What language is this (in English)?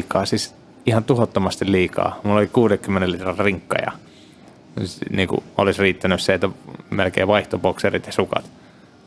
Finnish